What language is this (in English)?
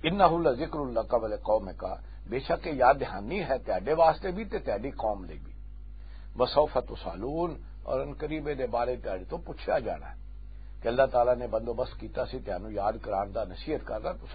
Western Panjabi